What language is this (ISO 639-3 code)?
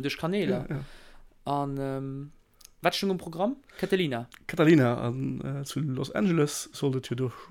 ltz